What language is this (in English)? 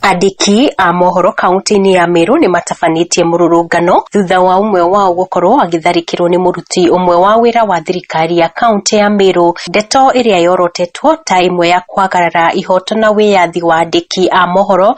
Kikuyu